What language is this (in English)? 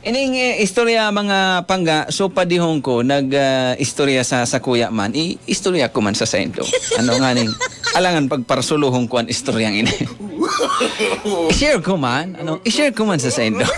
Bikol